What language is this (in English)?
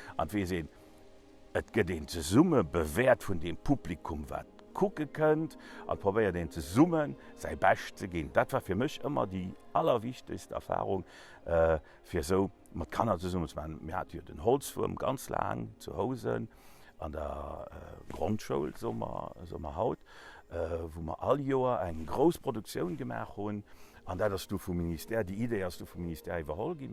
Luxembourgish